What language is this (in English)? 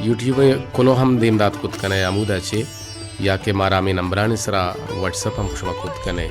Baluchi